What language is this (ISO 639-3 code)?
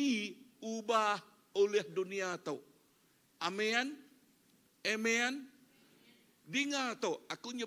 iba